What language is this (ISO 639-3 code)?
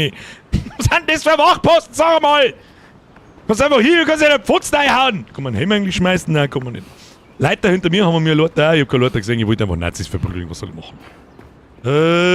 bar